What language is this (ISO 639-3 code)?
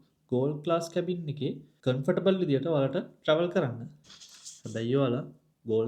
sin